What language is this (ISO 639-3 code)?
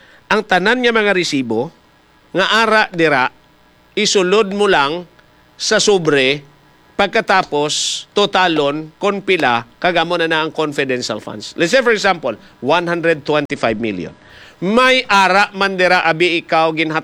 hil